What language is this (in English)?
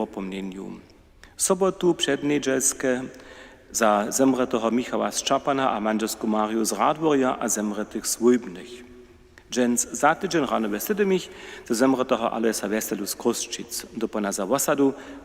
Upper Sorbian